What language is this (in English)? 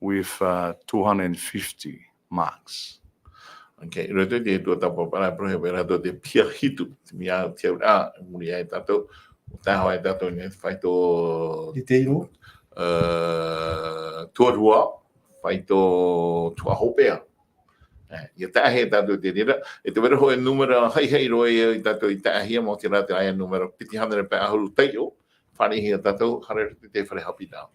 Tahitian